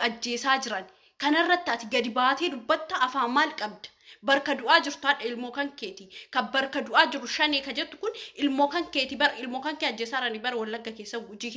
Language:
Oromo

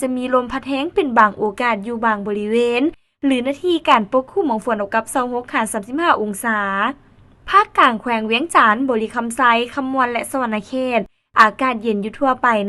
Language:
Lao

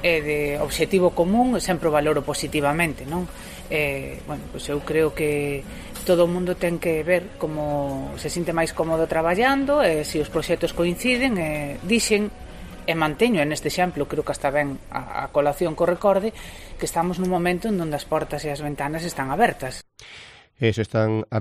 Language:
Galician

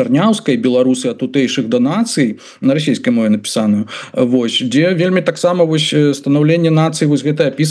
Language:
Belarusian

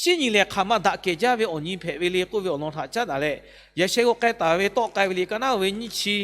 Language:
Lahu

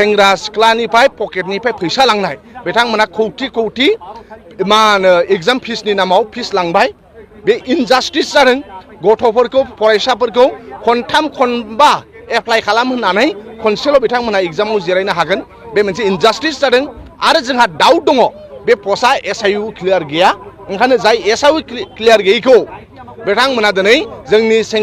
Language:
Bodo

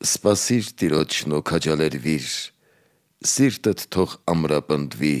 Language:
Armenian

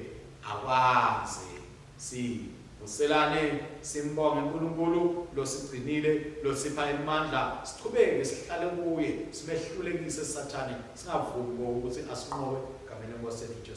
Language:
Swati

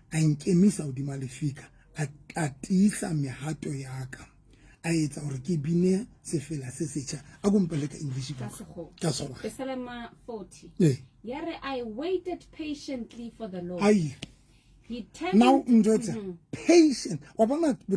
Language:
Southern Sotho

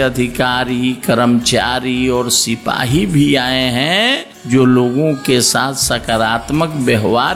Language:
Hindi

